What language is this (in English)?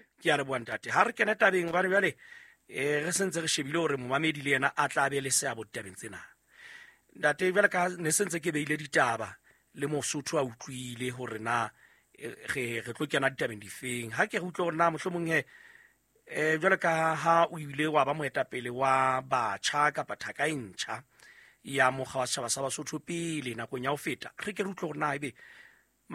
Southern Sotho